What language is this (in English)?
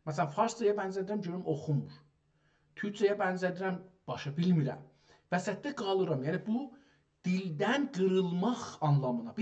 South Azerbaijani